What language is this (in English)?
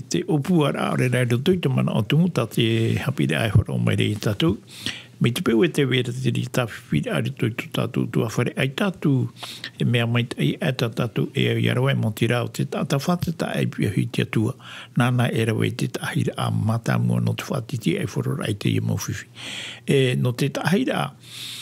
Tahitian